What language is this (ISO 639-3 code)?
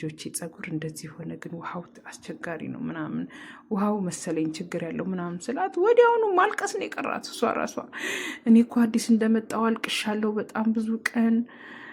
amh